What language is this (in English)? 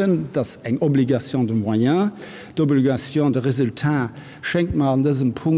Luxembourgish